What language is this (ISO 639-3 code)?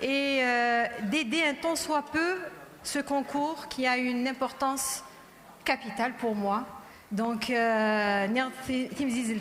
kab